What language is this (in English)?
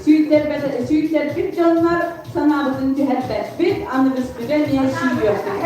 Yakut